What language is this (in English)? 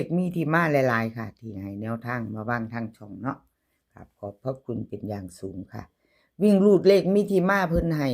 Northeastern Thai